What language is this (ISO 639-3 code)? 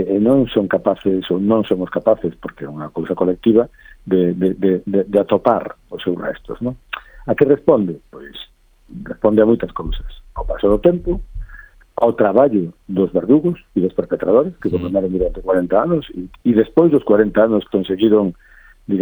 glg